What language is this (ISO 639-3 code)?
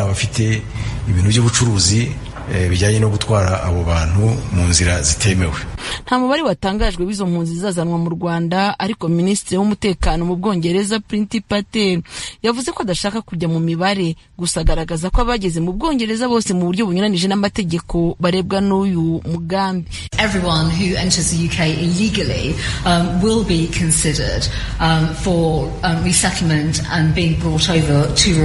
kin